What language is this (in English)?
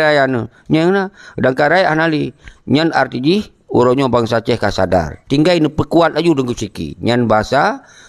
Achinese